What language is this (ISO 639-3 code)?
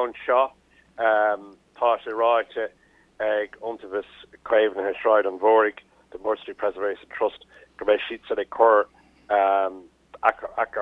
gle